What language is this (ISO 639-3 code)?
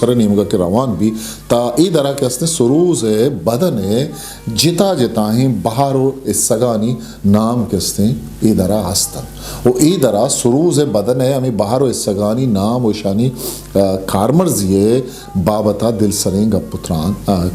bgp